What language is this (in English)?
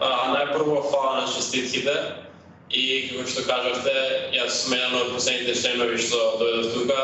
Macedonian